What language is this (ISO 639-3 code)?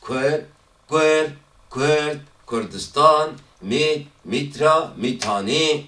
kur